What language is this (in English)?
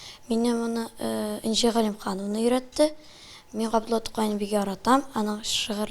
Tatar